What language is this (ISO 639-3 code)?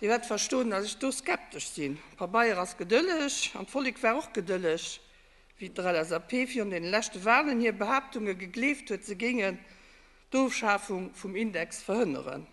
ltz